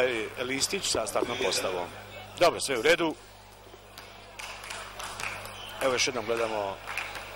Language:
Serbian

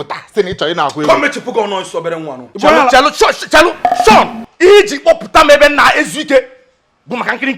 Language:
Igbo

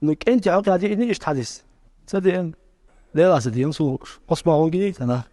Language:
Chechen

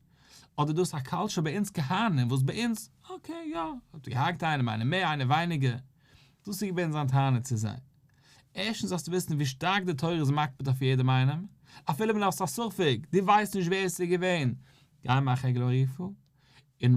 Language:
Yiddish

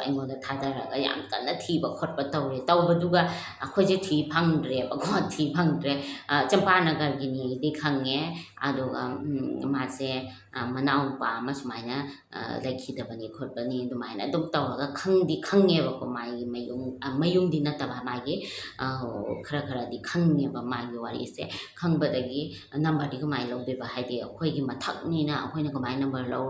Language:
Manipuri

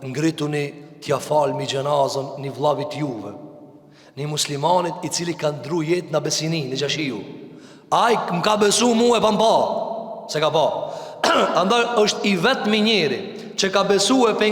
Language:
Albanian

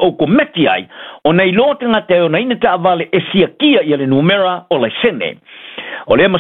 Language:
Samoan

